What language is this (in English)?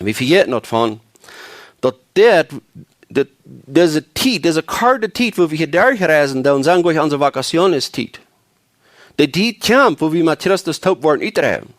Plautdietsch